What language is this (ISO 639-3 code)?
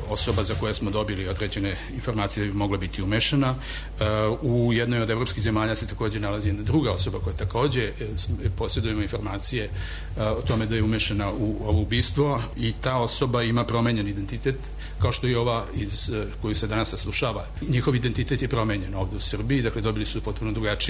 srp